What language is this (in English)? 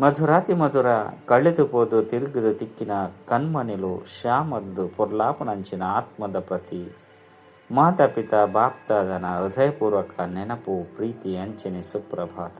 Tulu